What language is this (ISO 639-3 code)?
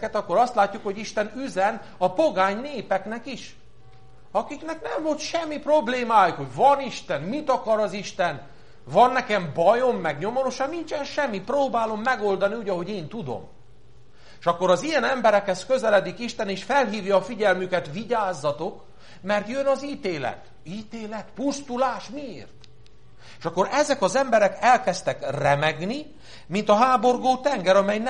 hun